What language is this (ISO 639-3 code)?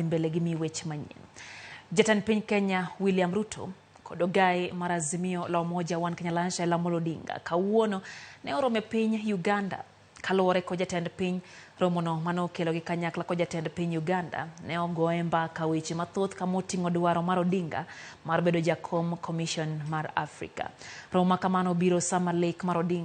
luo